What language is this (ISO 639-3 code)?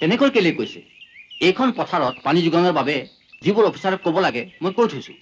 asm